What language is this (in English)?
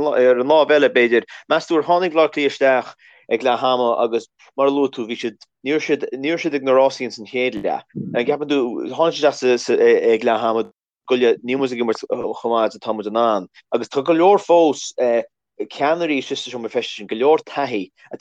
Irish